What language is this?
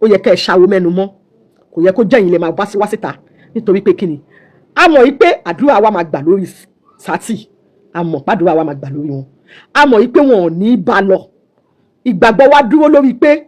Yoruba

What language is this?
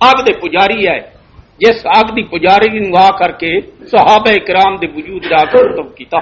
Western Panjabi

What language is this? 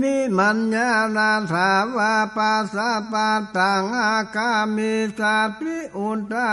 Northern Thai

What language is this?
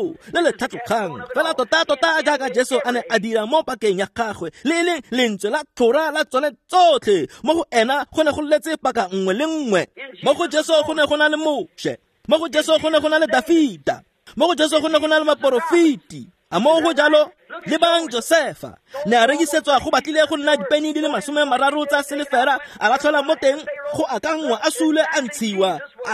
Tswana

